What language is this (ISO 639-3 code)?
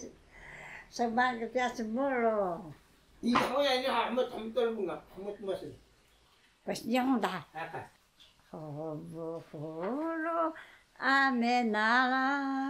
trv